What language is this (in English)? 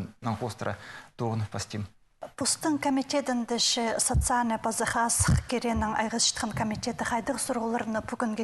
Khakas